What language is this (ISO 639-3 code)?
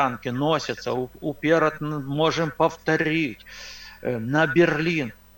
bel